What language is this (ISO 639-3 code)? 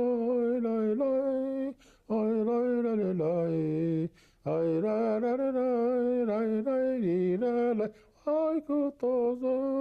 bak